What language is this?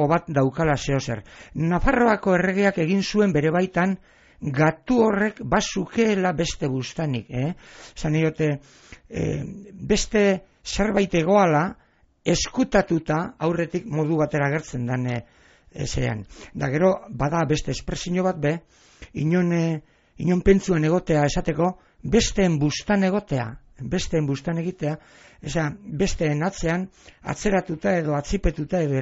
Basque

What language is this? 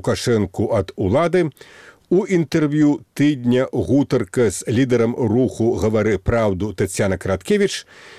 Belarusian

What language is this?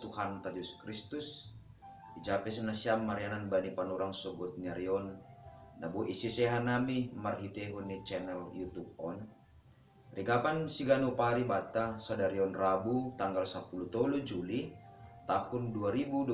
Batak Simalungun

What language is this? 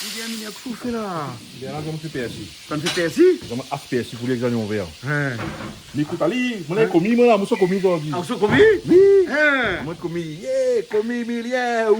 Réunion Creole French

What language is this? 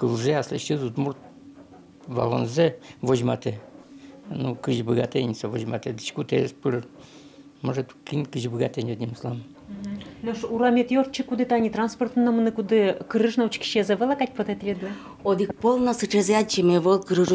Udmurt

